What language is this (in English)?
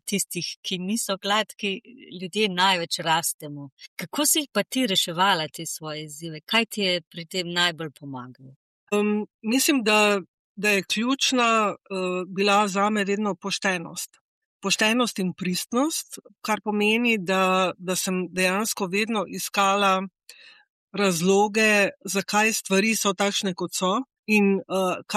Slovenian